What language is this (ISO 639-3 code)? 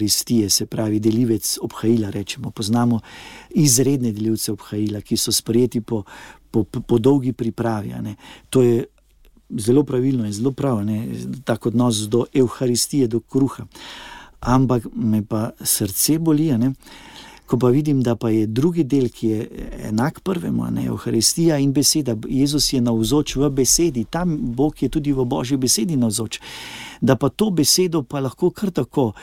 slv